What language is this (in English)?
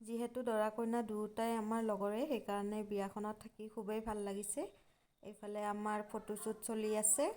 Assamese